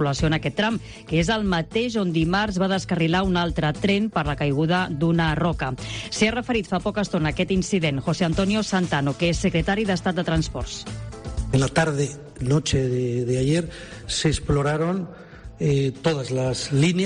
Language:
Catalan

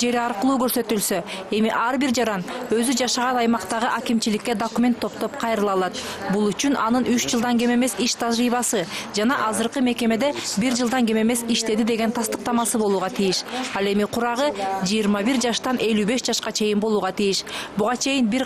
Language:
Kyrgyz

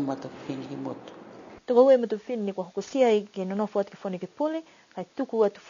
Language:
Niuean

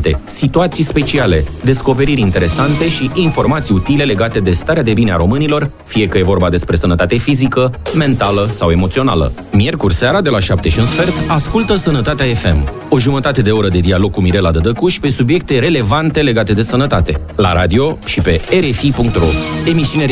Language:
Romanian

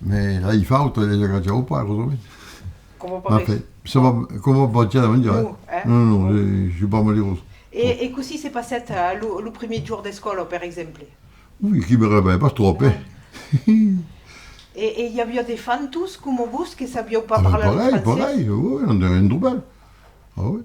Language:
Occitan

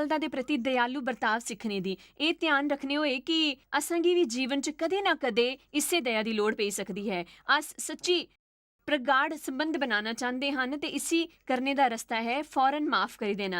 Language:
Dogri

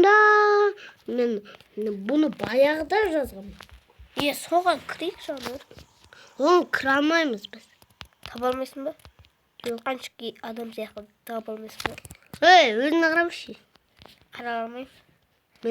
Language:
Kazakh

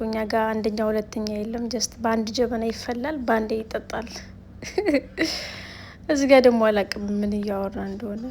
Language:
Amharic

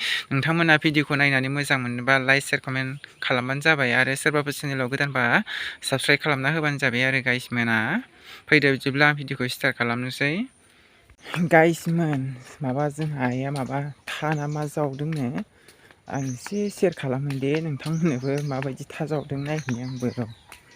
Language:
Bodo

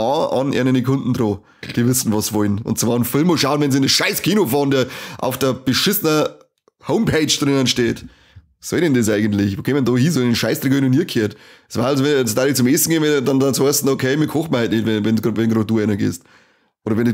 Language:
Bavarian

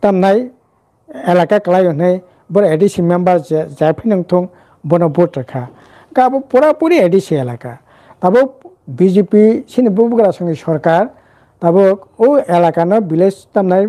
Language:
Kok Borok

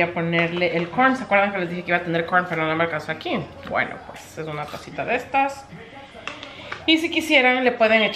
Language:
Spanish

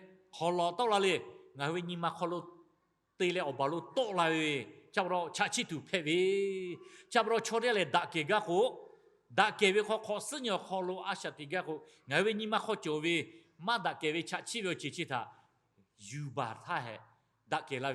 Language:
Lahu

